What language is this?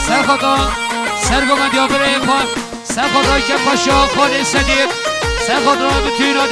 Kurdish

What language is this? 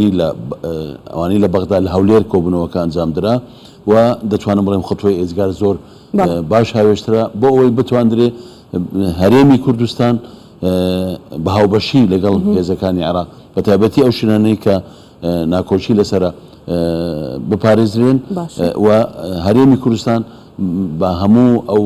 Central Kurdish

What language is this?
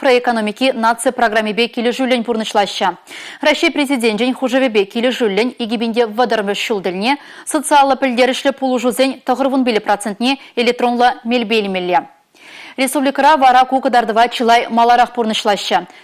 Chuvash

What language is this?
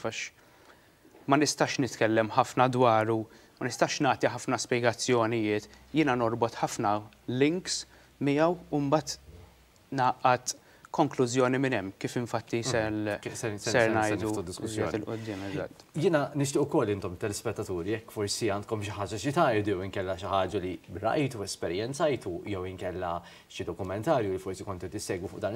Maltese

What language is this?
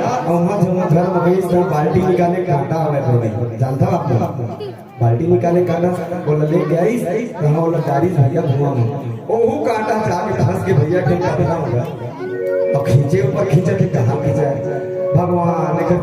Chhattisgarhi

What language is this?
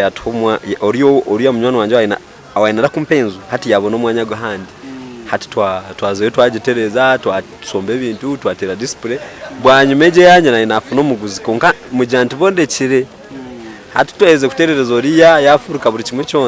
Nyankole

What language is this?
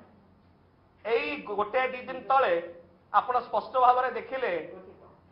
Odia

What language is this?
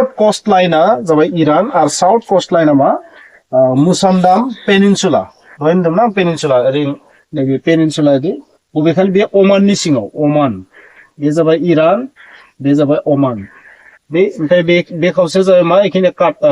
Bodo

